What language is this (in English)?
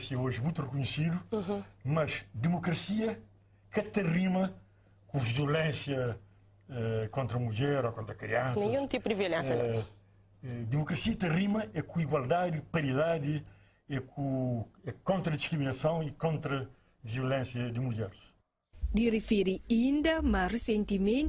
Kabuverdianu